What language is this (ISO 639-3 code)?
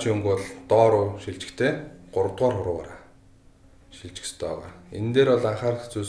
mon